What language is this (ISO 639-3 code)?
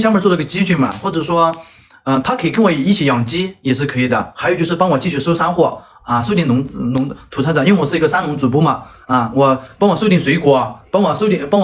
zho